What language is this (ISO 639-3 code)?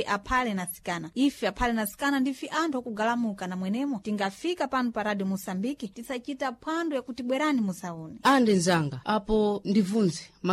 seh